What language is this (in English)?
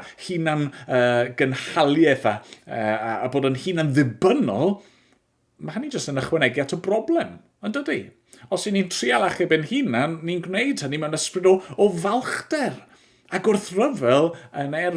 Welsh